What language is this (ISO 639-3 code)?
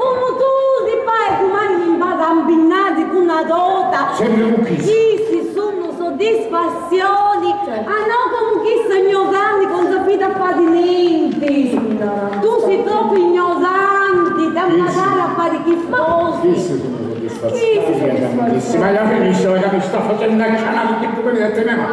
scn